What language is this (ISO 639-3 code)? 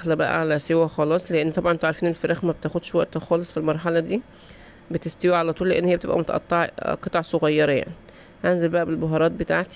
arz